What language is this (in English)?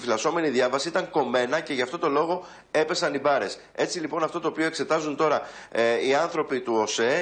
Greek